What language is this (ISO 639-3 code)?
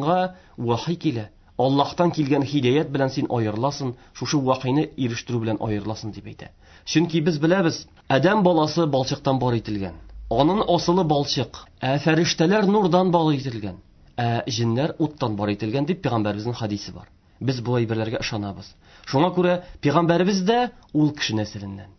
tat